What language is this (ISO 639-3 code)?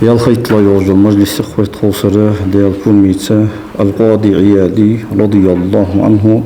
inh